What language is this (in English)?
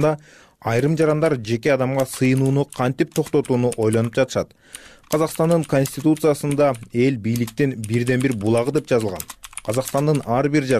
Kyrgyz